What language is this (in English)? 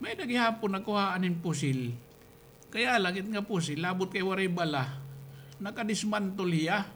Waray